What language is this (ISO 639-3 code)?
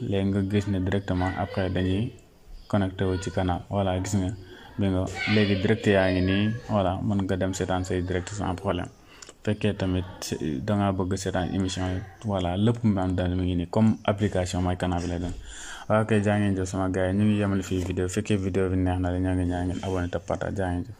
wol